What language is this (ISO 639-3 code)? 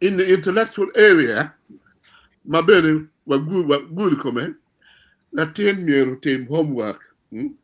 ach